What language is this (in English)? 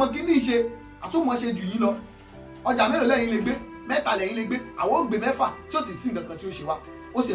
Yoruba